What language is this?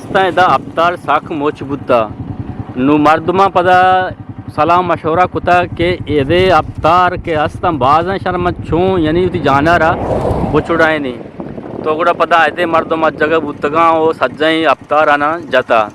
Eastern Balochi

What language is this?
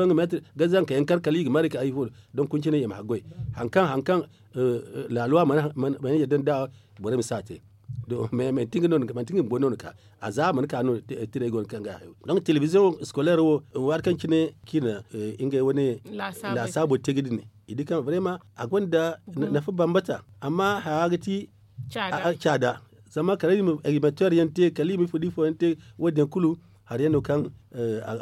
Zarma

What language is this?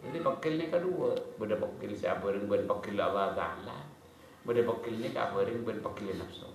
Madurese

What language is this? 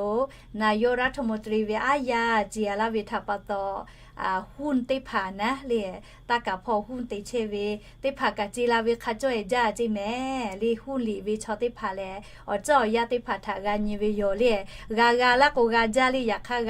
Lahu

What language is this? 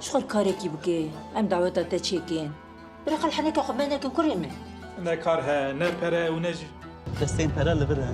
Kurdish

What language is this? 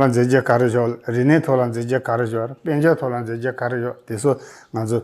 Tibetan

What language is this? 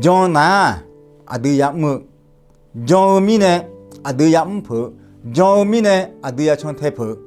Akha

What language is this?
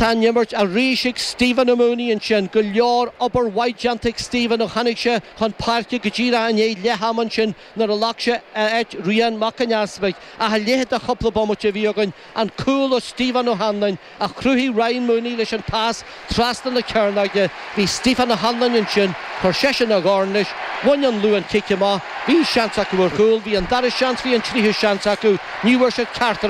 Irish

